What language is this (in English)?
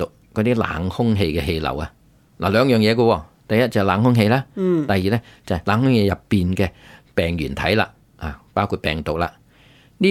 Cantonese